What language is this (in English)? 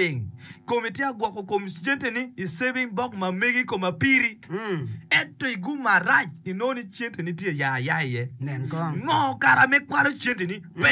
Acoli